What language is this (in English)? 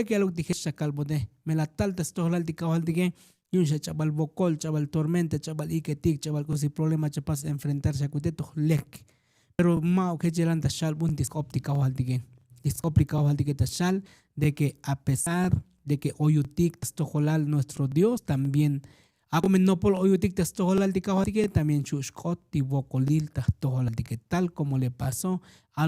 Tzotzil